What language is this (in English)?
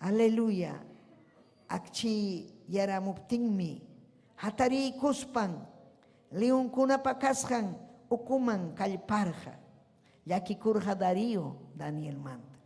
Ayacucho Quechua